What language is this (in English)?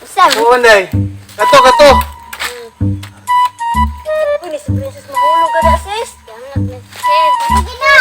Cebuano